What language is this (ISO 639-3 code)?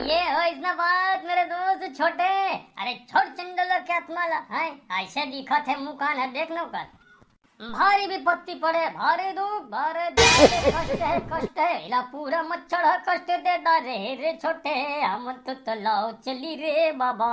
hne